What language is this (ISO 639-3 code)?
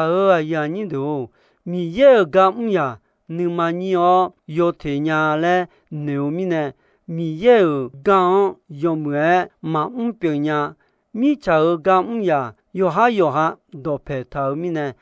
ahk